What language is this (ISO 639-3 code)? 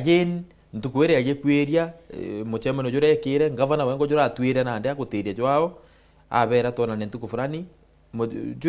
mer